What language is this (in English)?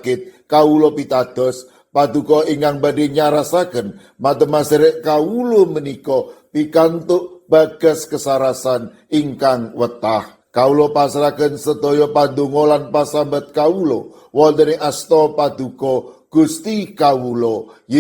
Javanese